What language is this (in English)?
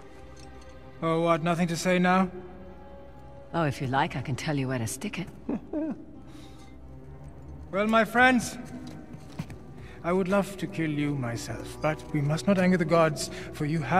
English